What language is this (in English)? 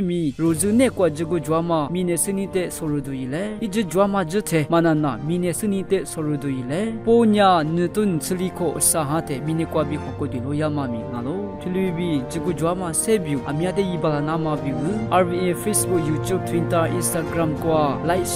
Lisu